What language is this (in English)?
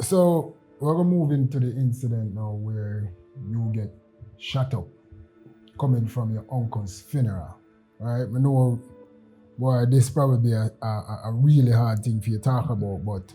Jamaican Creole English